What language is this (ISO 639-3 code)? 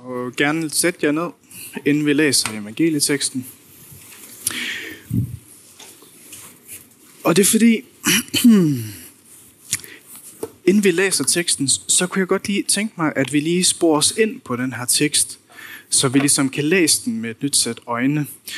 dan